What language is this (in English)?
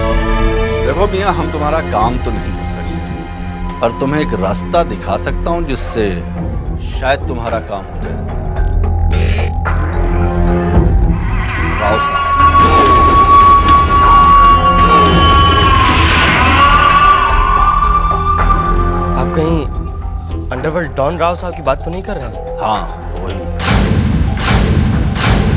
Hindi